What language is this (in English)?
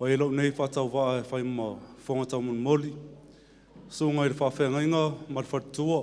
Samoan